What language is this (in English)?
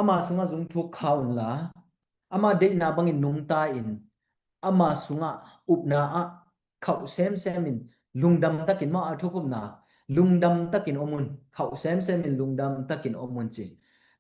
Tedim Chin